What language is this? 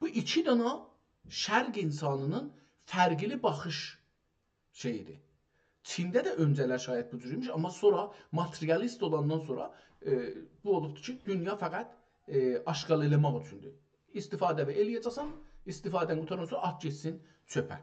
South Azerbaijani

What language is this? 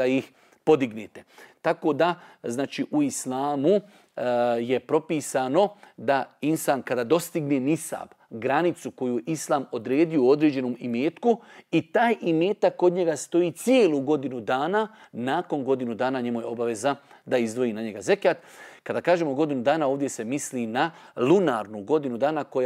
Bosnian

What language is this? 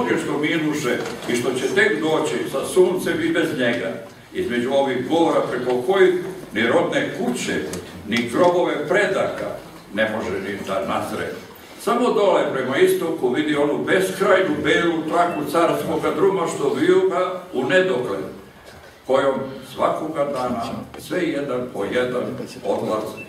Serbian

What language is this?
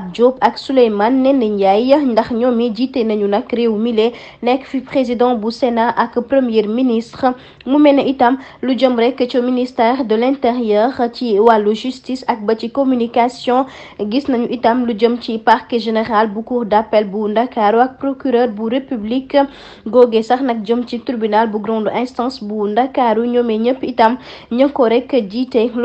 Wolof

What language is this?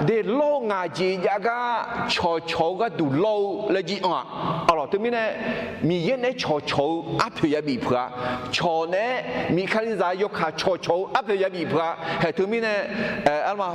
Akha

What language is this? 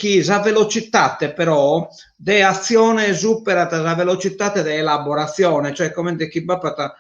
Sardinian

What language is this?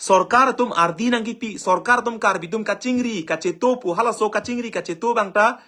Karbi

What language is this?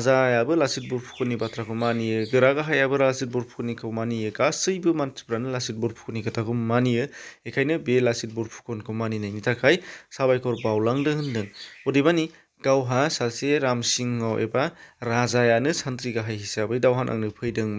Bodo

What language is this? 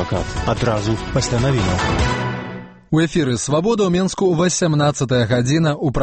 Belarusian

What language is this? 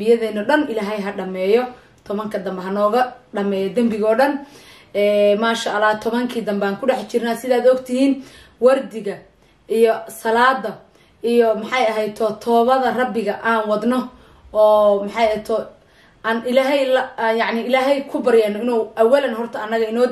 Somali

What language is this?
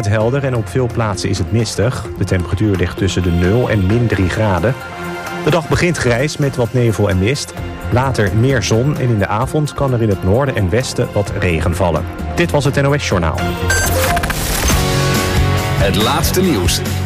Dutch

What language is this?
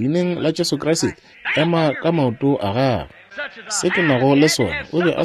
Northern Sotho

